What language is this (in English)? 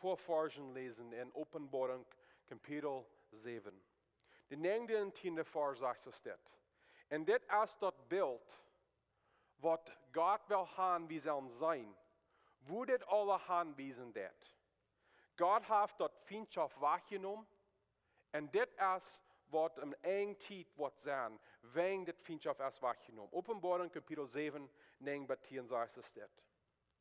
Plautdietsch